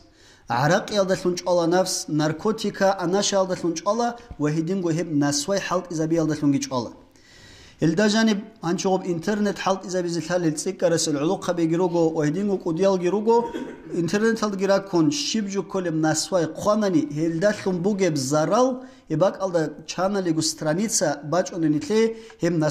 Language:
Avaric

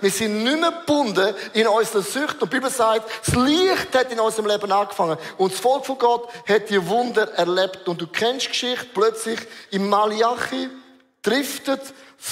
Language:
Swiss German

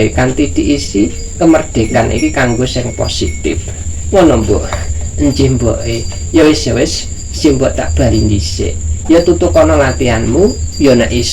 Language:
Javanese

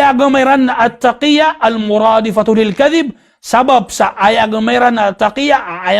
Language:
Maranao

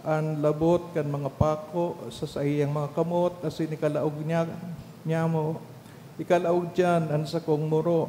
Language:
Bikol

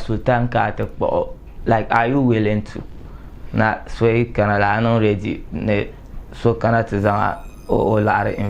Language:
Dagbani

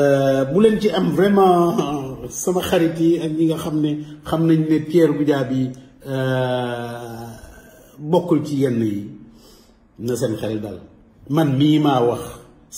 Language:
Wolof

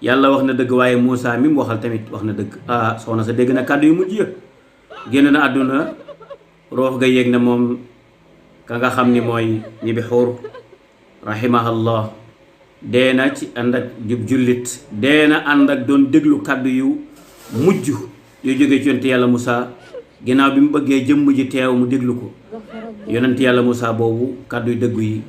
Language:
Wolof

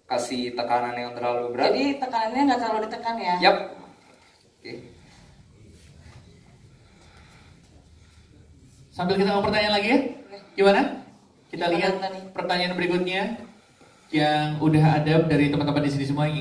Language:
Indonesian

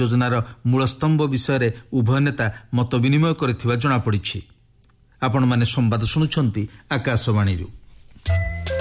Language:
Odia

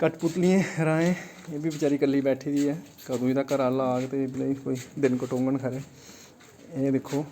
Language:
Dogri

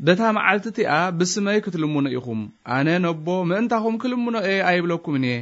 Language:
Tigrinya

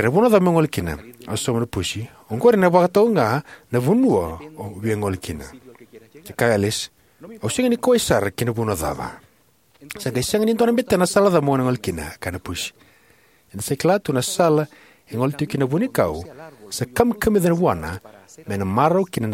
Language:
Fijian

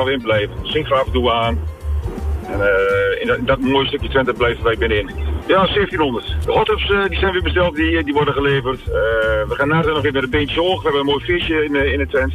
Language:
Dutch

